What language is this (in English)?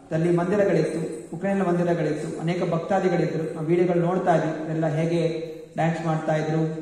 Kannada